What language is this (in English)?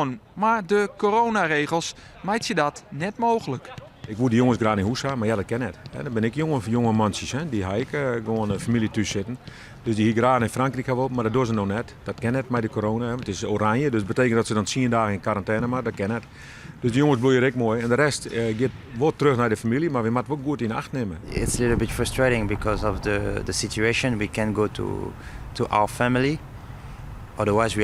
Western Frisian